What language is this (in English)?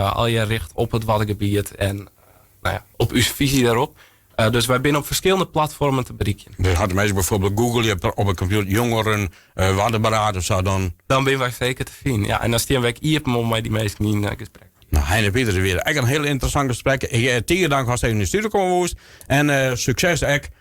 Western Frisian